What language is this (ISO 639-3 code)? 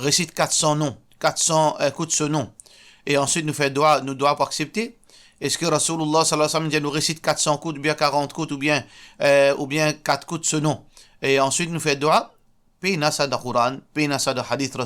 mfe